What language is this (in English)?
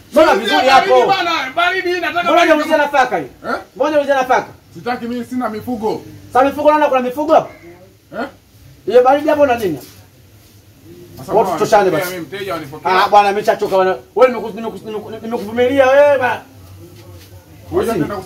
Swahili